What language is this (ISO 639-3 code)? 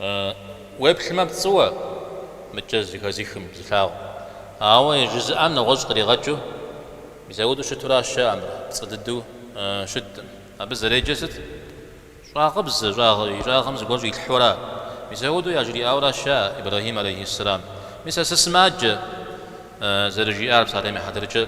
kbd